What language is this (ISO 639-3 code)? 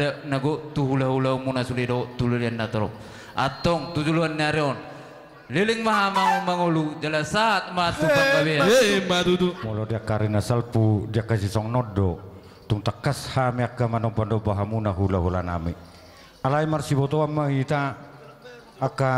bbc